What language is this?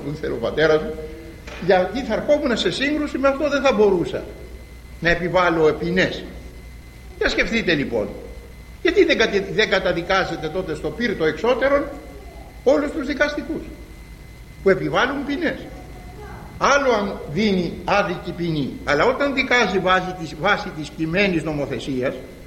Greek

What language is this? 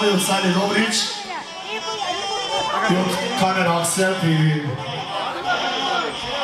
Bulgarian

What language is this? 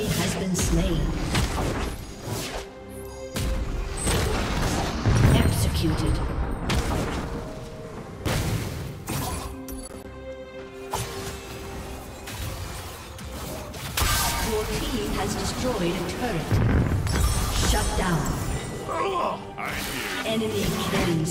English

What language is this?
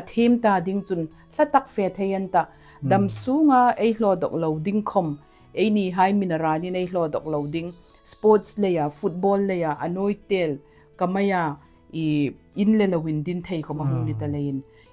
Hmar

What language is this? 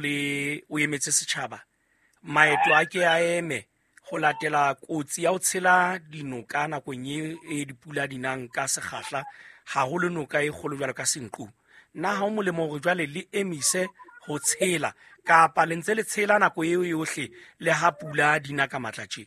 Southern Sotho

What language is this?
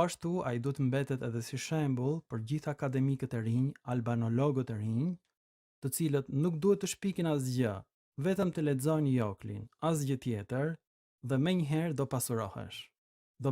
Albanian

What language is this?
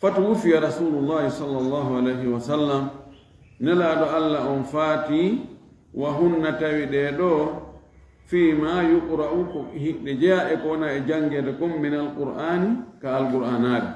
Fula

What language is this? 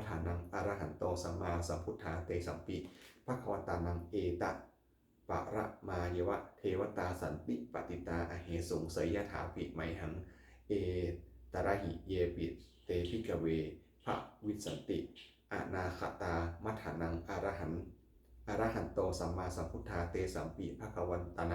Pali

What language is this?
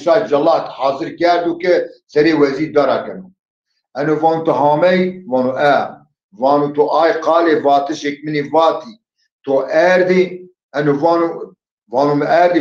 Zaza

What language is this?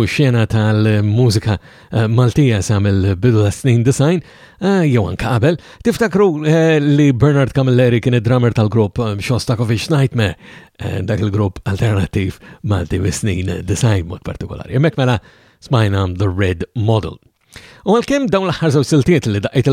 Maltese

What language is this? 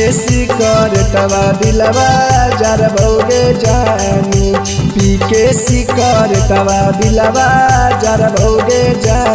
Bhojpuri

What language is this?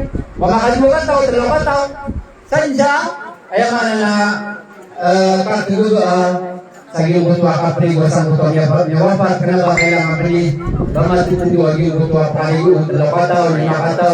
Maranao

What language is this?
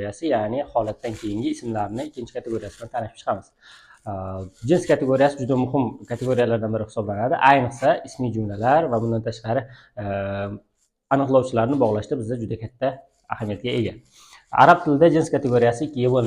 Uzbek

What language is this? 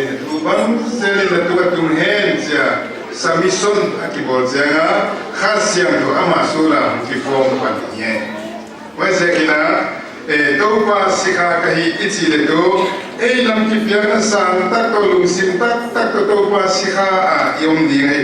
Paite Chin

